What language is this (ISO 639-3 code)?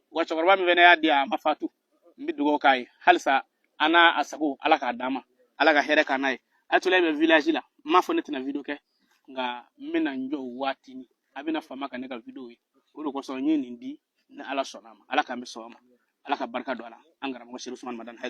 bam